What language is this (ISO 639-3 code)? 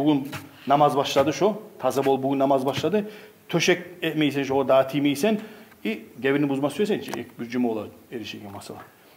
kum